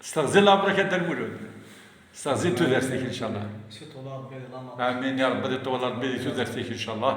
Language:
Kabyle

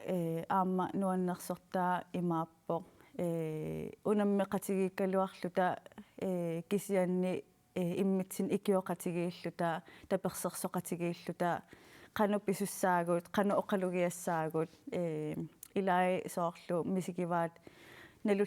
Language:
Kalaallisut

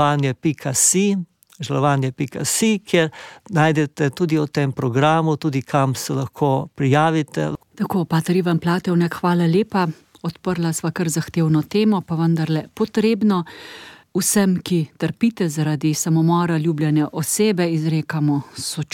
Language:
Slovenian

